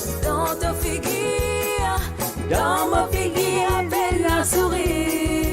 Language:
Morisyen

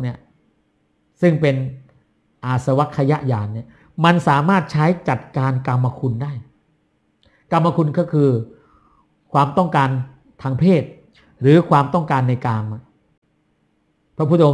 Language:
Thai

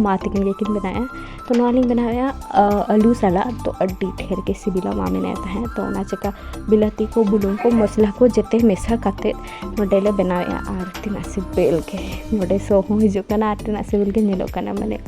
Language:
Santali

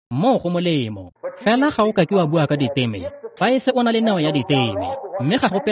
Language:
Tswana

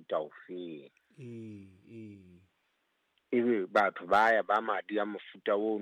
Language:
Southern Sotho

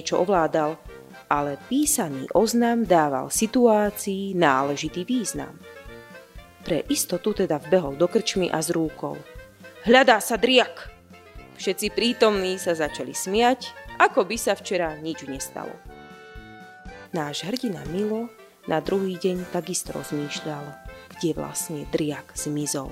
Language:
Slovak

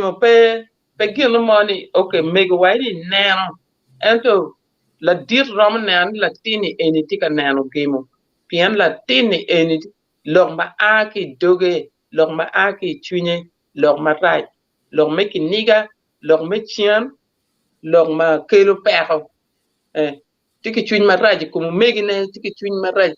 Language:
Acoli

